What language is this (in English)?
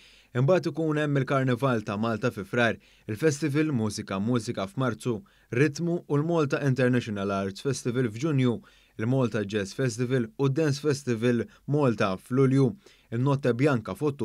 Maltese